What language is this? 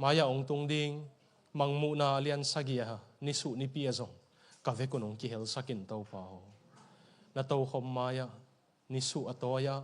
Tedim Chin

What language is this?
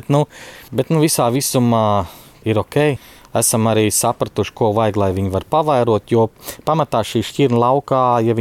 Latvian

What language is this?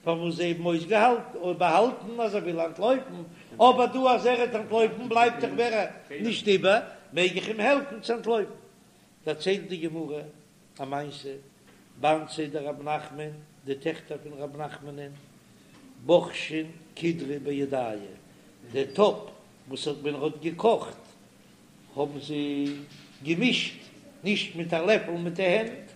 Yiddish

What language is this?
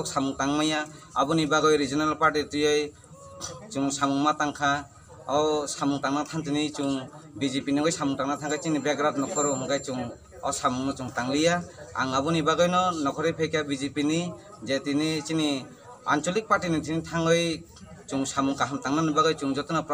Kok Borok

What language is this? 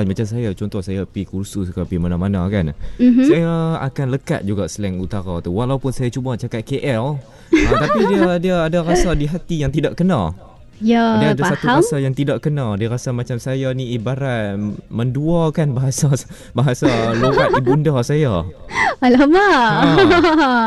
Malay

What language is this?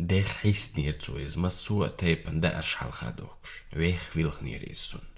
Chechen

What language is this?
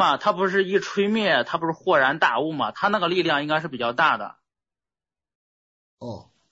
Chinese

